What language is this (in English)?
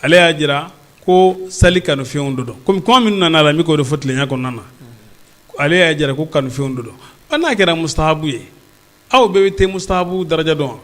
Bambara